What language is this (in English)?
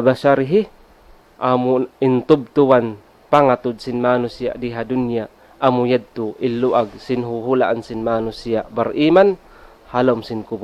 Tausug